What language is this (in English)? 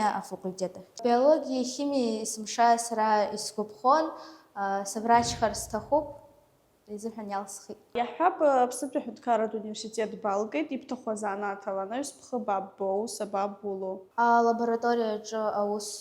Abkhazian